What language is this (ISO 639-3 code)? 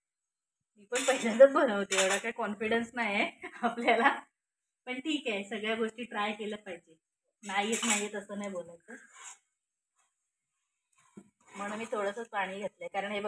mar